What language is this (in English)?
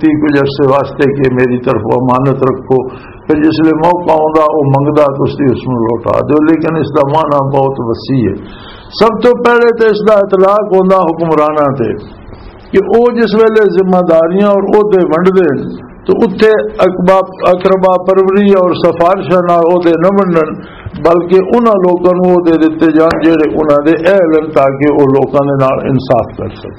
Western Panjabi